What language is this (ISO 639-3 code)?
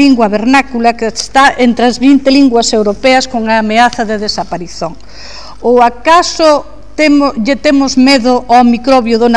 glg